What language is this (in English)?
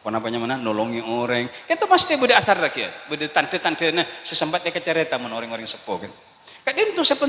Madurese